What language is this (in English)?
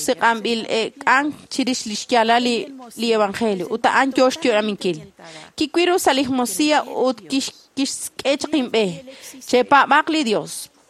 Kekchí